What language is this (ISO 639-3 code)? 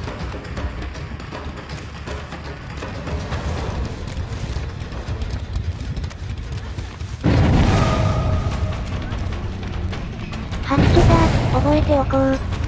jpn